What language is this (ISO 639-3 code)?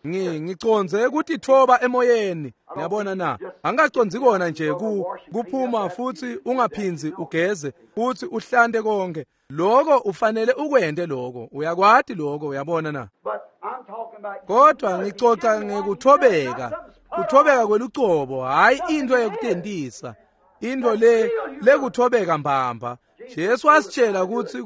ssw